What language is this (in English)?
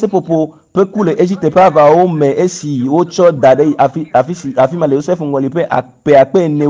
Ewe